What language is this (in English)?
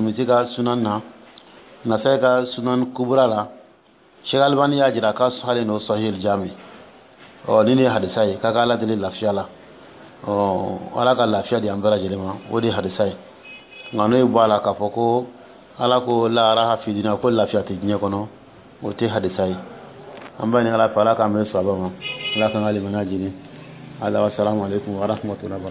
Dyula